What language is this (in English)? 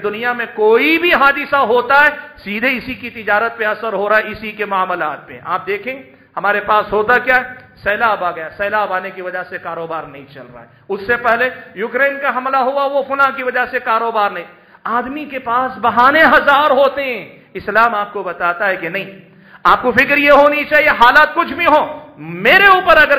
Urdu